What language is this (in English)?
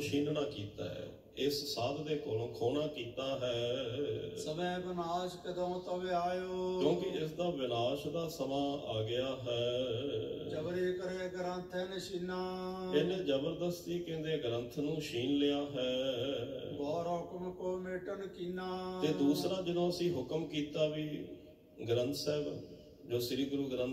Punjabi